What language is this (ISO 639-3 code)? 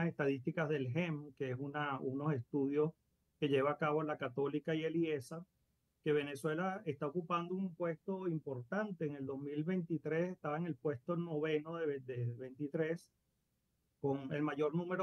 spa